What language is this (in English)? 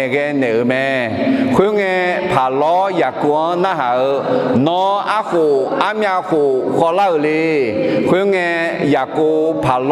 Akha